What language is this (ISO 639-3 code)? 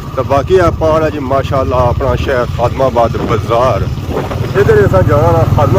phr